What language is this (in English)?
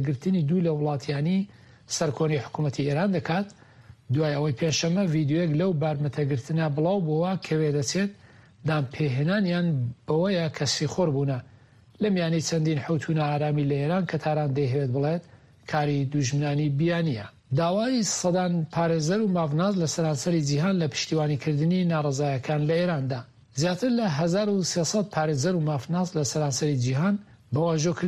Central Kurdish